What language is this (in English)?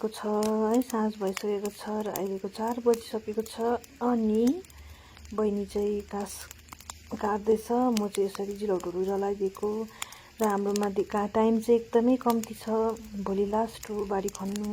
Nepali